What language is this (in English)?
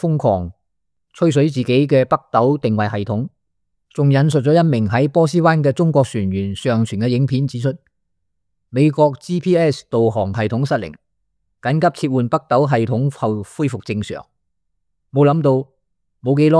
Cantonese